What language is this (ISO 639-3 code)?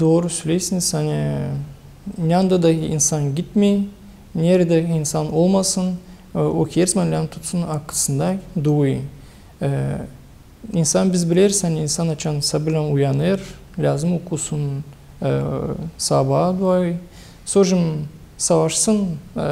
gag